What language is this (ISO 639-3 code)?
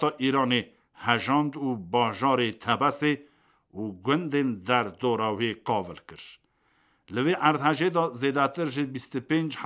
kur